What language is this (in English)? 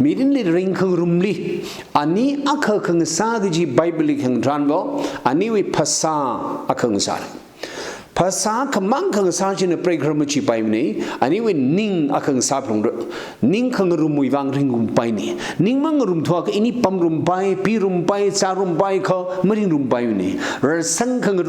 Tangkhul Naga (India)